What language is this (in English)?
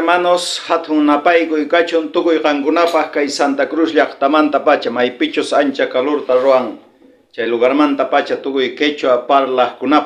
South Bolivian Quechua